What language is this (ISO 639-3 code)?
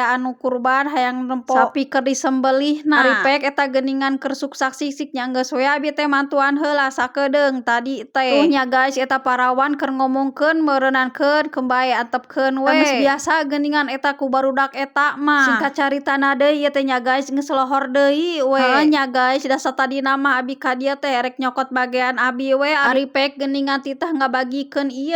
sun